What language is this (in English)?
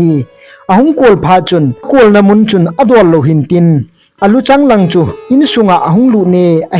Thado Chin